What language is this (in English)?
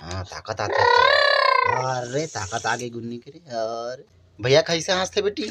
Chhattisgarhi